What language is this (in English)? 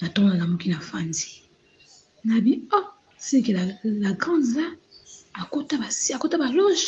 Lingala